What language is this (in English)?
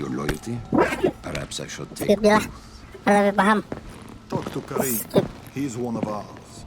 Banjar